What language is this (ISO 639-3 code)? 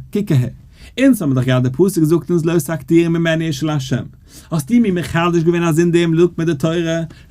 yid